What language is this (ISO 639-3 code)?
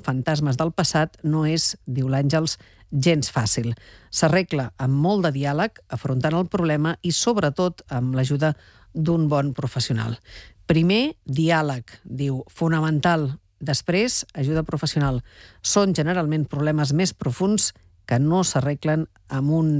cat